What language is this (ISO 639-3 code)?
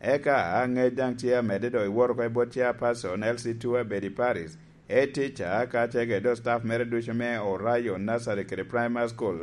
laj